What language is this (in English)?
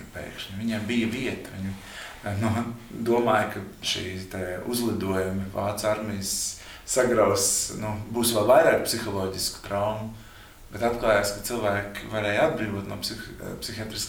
Latvian